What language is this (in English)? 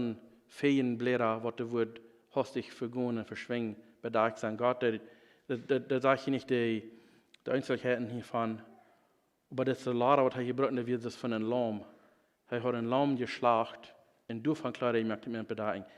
Plautdietsch